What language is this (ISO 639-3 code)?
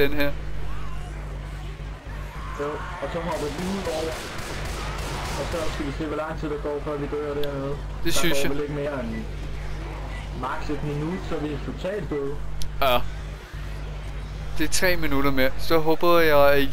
dan